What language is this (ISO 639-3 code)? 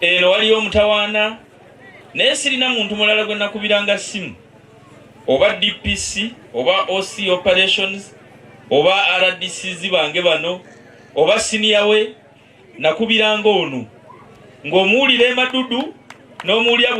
lug